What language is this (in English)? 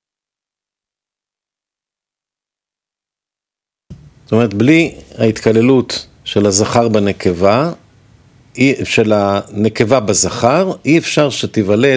Hebrew